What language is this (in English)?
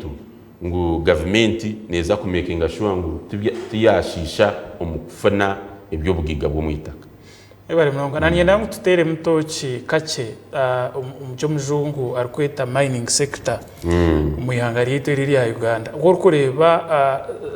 Nyankole